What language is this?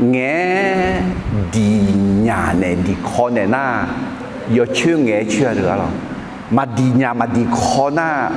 Akha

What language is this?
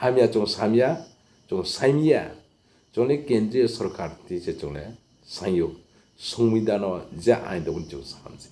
Riang (India)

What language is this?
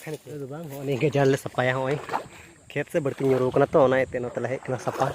Santali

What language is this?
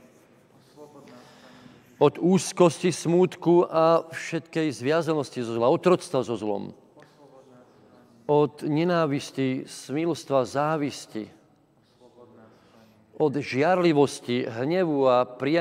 Slovak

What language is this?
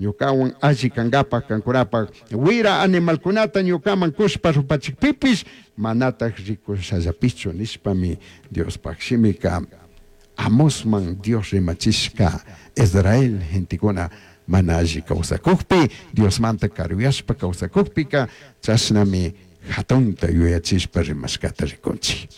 Chimborazo Highland Quichua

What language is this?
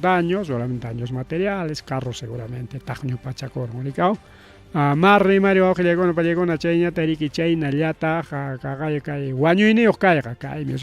Ayacucho Quechua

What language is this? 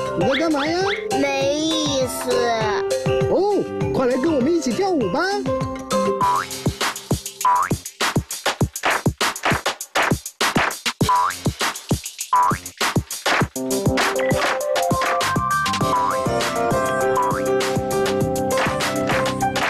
Chinese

